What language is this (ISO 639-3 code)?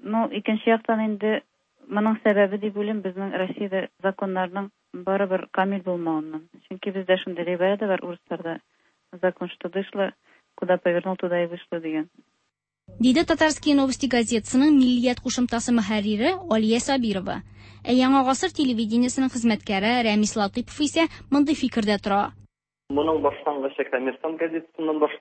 tat